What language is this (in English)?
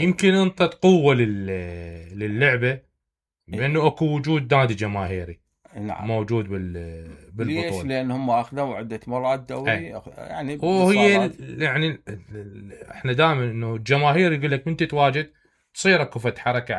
Mesopotamian Arabic